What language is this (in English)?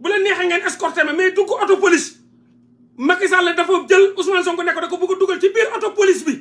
Wolof